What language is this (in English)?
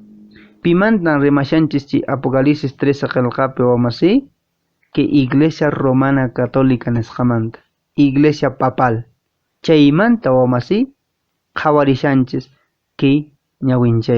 Quechua